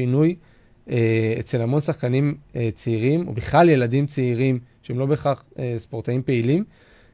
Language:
Hebrew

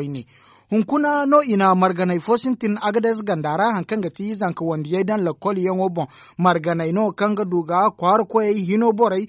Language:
Zarma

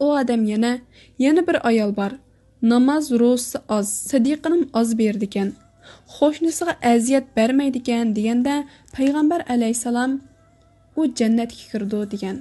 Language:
Uyghur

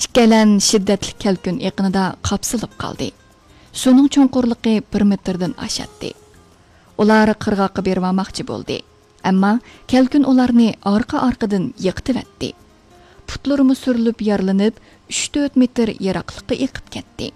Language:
Uyghur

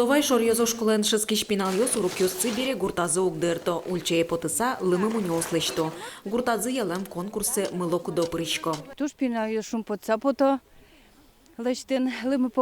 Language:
Udmurt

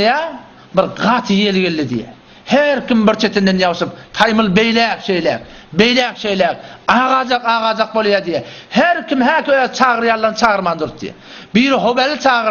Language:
Turkmen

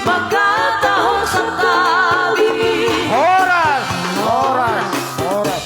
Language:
Batak Simalungun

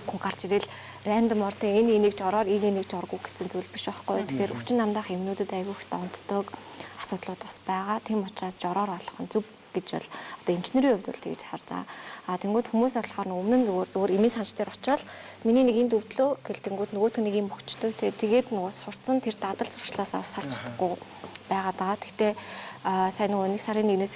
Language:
Mongolian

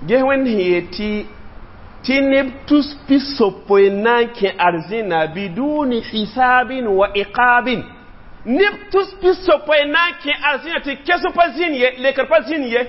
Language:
Mossi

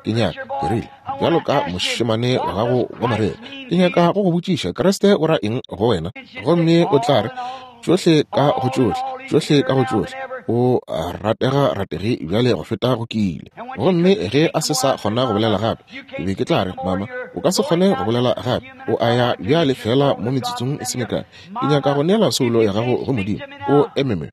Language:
Northern Sotho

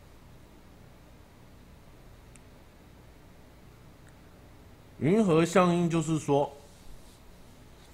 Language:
Chinese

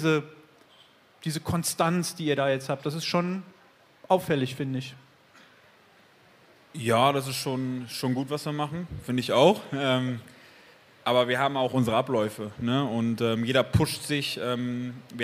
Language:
German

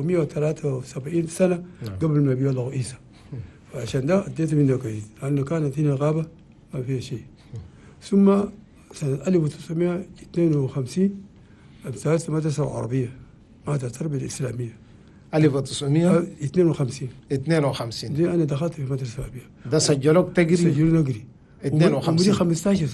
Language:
Chadian Arabic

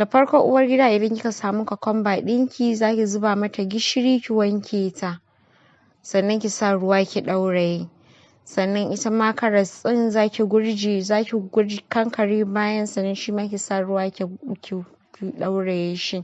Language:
Hausa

